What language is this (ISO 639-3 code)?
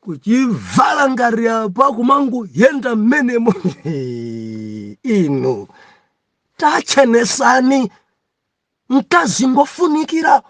nya